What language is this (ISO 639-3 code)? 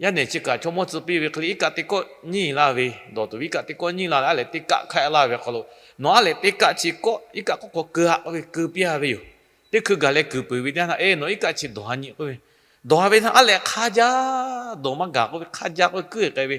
lhu